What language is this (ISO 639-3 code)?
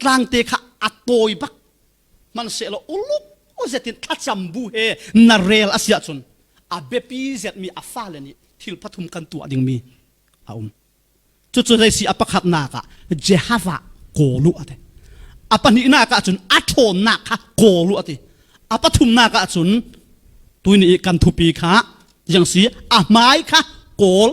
cfm